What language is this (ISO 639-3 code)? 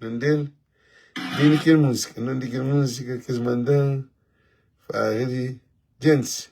kea